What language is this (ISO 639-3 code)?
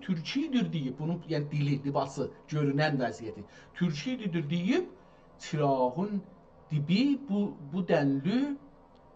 azb